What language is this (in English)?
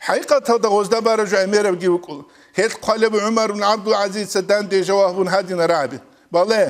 Avaric